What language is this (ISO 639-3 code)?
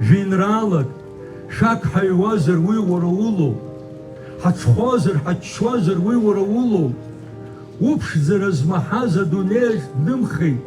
abk